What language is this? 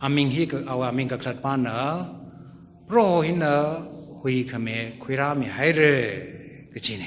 Tangkhul Naga (India)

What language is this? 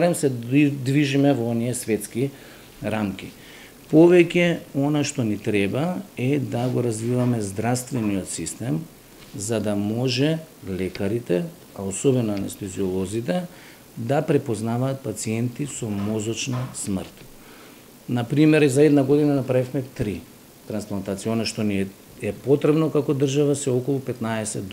Macedonian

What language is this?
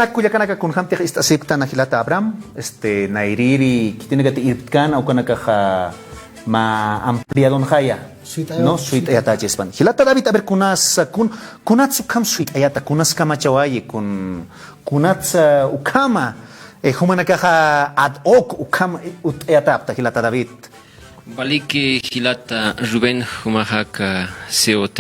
Aymara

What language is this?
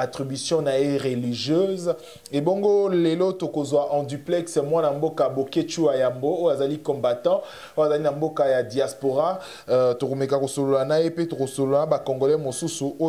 Lingala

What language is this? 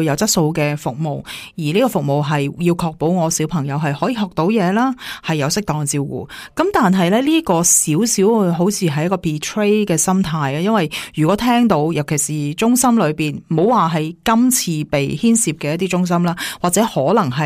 Cantonese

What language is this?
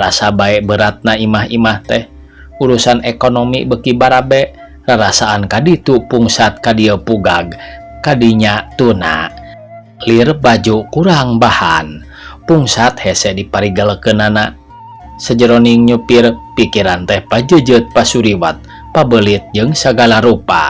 Sundanese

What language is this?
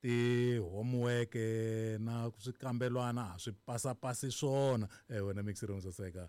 Tsonga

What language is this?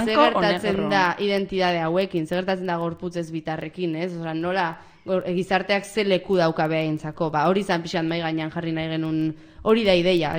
Basque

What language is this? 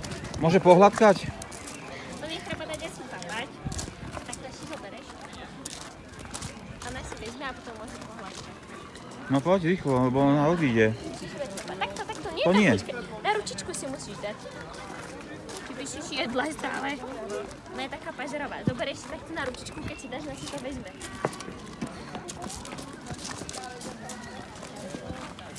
Slovak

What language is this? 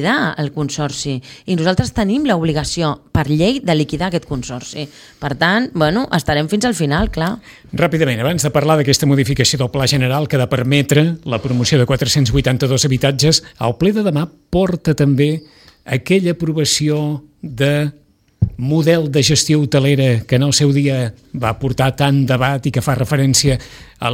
Catalan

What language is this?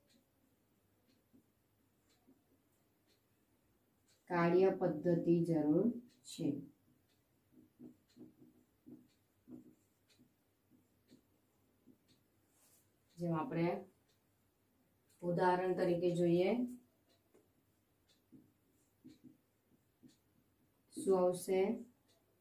Gujarati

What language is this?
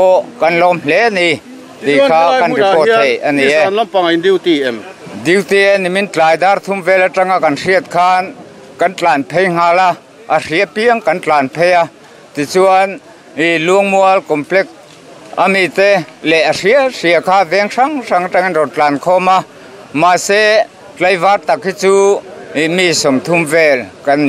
Mizo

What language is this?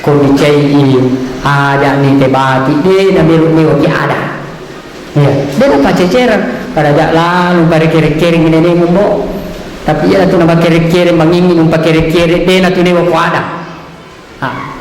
Buginese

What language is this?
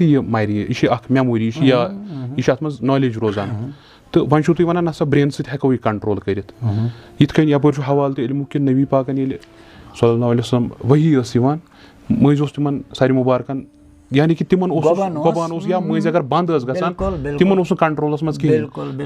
Kashmiri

